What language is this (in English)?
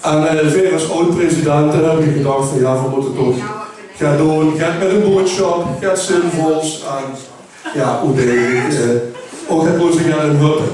Limburgish